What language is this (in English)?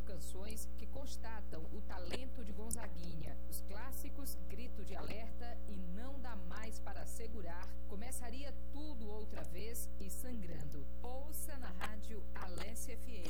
Portuguese